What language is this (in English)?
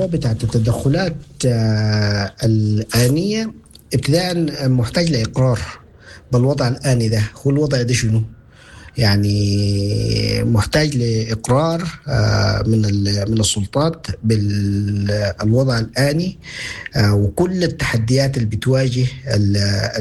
Sudanese Arabic